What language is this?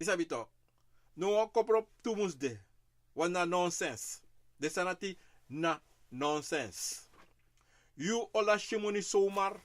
Sranan Tongo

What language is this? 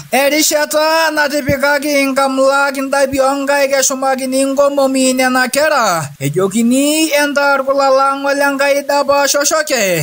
Masai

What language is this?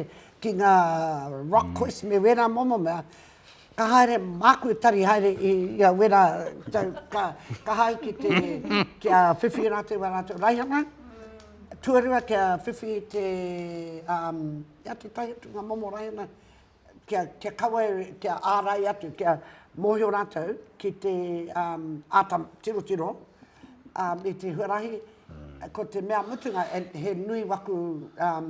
Māori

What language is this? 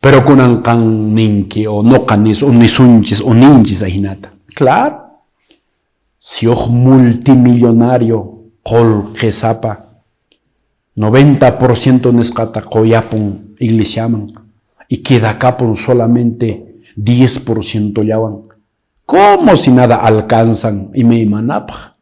Quechua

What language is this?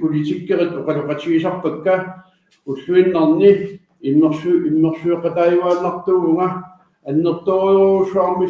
Kalaallisut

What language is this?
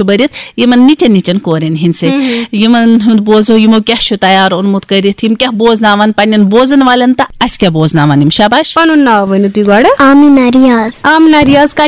Kashmiri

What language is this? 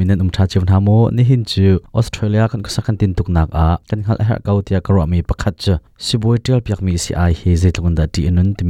Hakha Chin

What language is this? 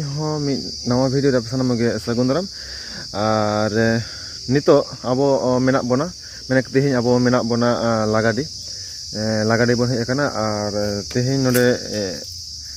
Santali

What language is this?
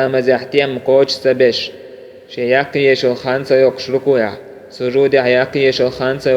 Chechen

